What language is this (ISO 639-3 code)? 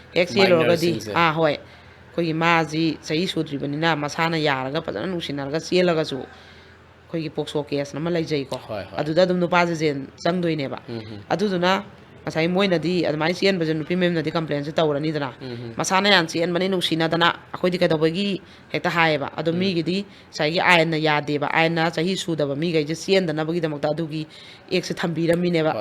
mni